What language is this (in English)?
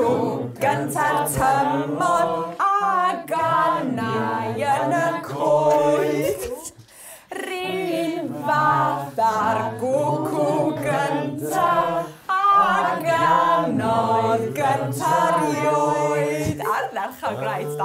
Welsh